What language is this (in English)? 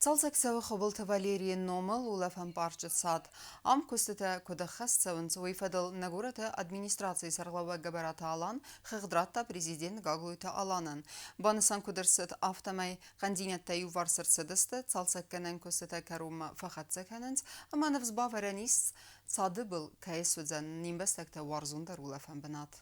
Ossetic